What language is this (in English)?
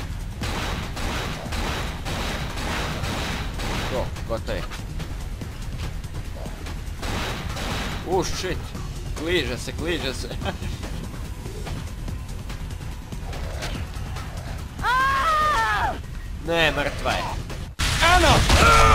Croatian